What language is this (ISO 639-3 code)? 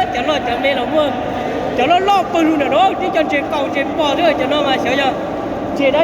hmn